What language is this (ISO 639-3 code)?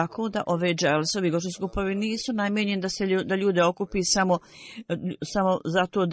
bos